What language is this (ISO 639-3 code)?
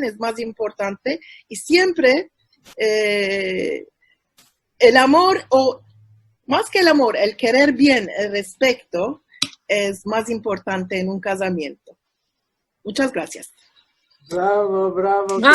lad